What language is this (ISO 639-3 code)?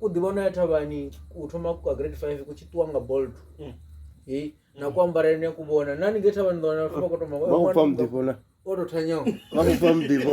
ven